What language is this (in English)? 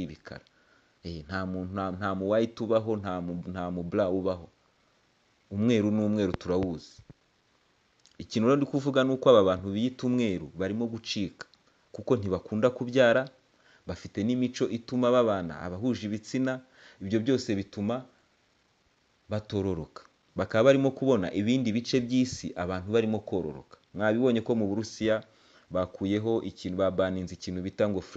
Kinyarwanda